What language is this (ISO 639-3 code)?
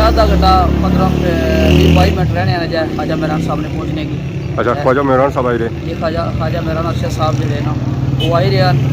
phr